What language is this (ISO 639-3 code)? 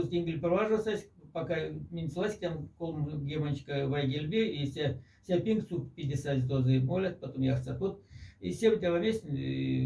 mdf